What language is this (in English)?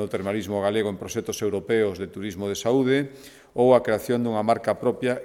Galician